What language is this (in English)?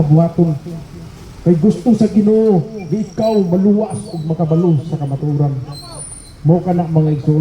Cebuano